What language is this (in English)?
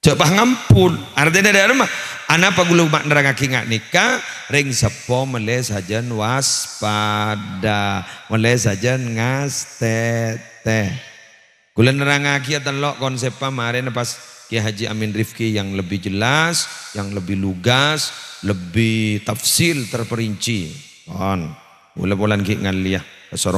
Madurese